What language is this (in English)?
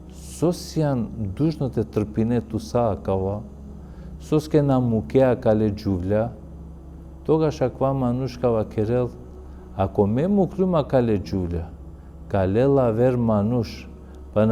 Balkan Romani